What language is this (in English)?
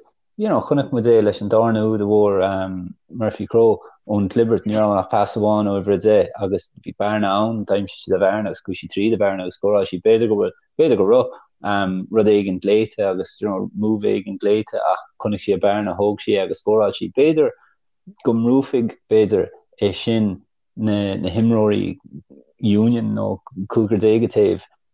Irish